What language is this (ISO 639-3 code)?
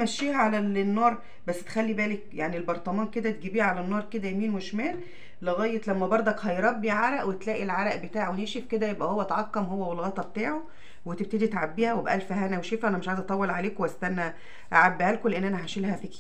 arz